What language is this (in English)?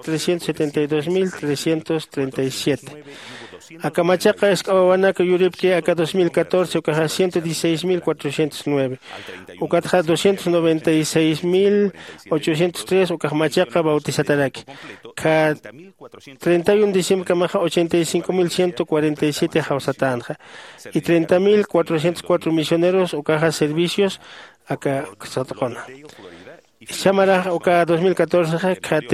Aymara